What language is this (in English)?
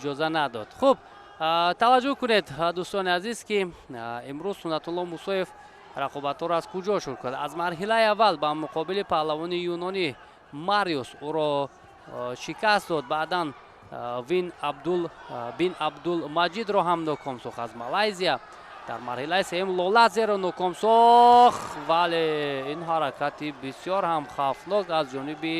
Tajik